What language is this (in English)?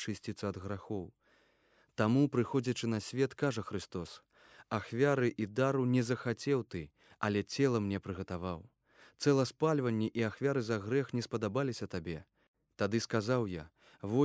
Belarusian